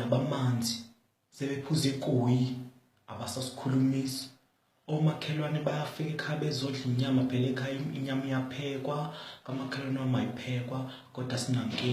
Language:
Zulu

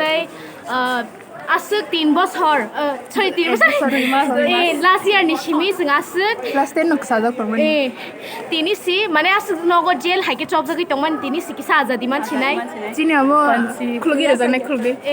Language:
Kok Borok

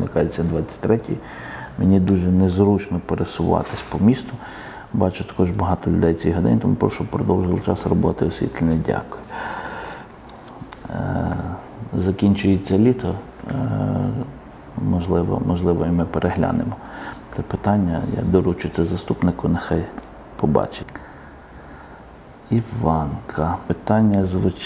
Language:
Ukrainian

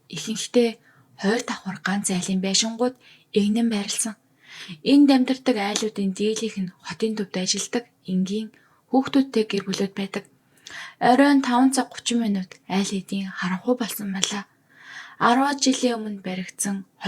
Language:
Mongolian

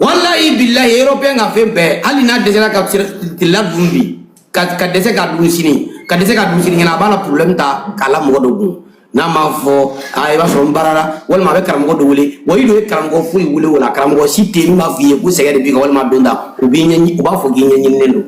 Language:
Bambara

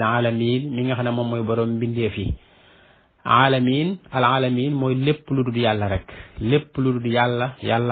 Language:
Wolof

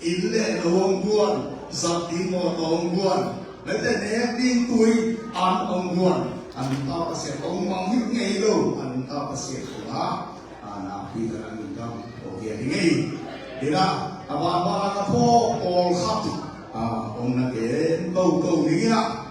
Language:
Tedim Chin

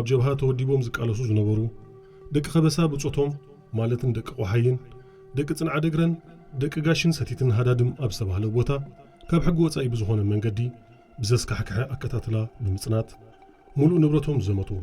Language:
Tigrinya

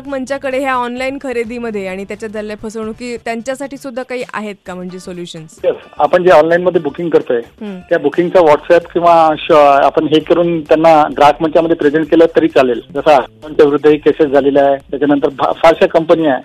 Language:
Marathi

